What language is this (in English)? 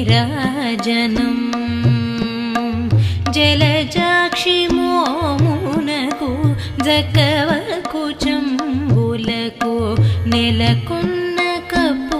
Telugu